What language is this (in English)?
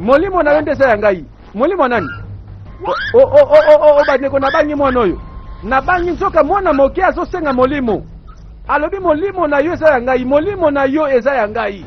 Lingala